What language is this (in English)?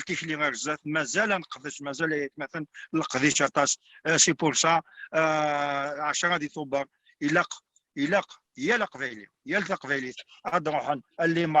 Kabyle